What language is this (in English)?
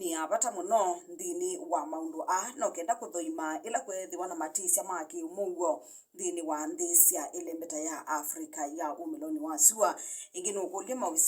Kamba